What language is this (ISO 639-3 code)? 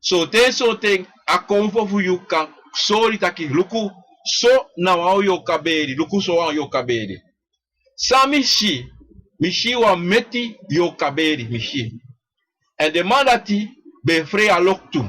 srn